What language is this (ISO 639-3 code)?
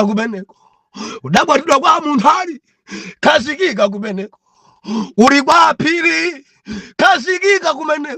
nya